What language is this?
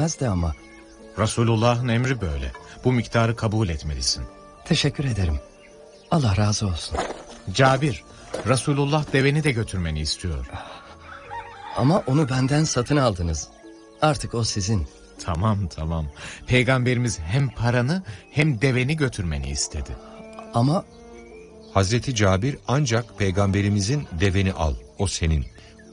Turkish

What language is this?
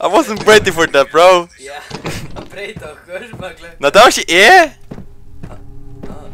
Faroese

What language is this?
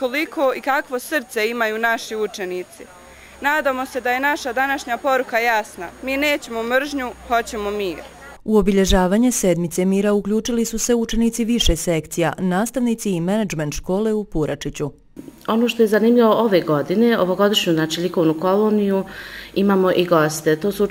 Bosnian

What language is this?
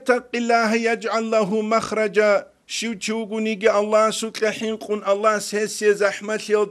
Avaric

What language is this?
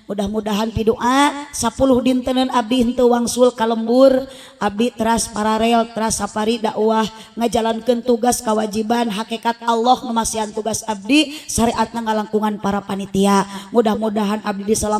Sundanese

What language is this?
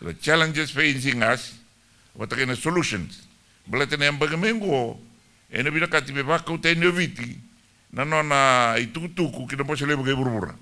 Fijian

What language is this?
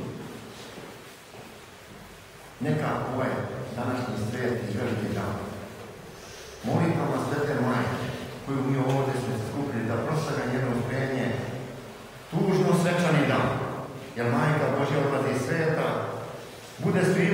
Croatian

